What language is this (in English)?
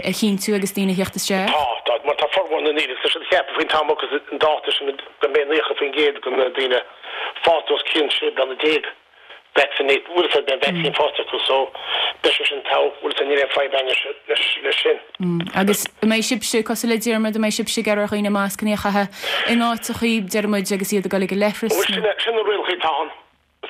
Irish